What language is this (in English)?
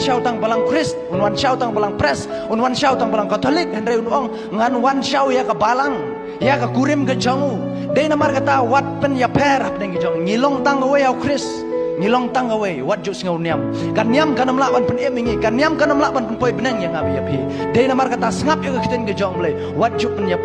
Khasi